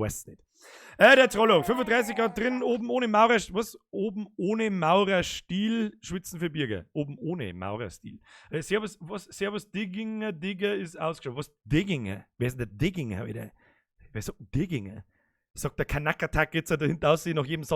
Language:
Bavarian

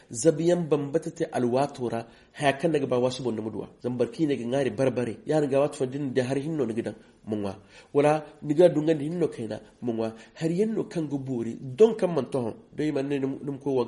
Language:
Zarma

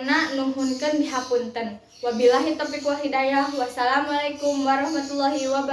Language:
Sundanese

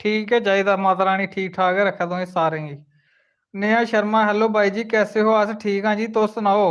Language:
Dogri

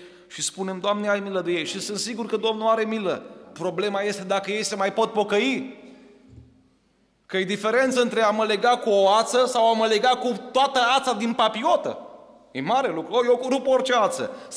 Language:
Romanian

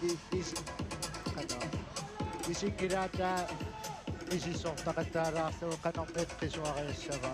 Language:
Kalaallisut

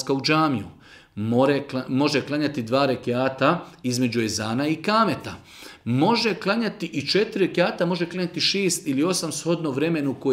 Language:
Bosnian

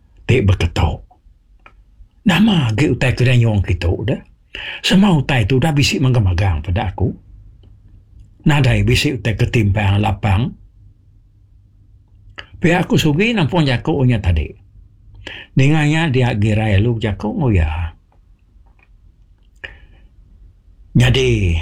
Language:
Iban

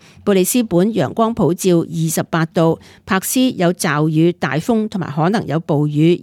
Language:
Cantonese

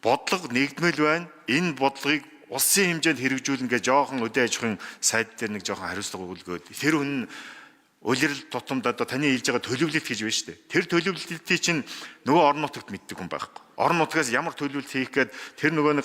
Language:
Mongolian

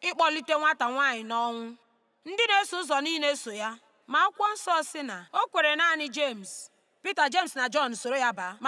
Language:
Igbo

